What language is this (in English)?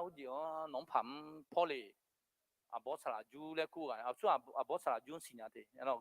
Akha